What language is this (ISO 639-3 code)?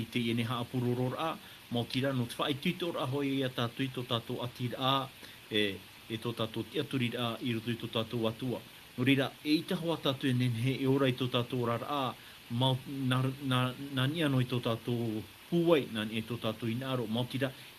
tah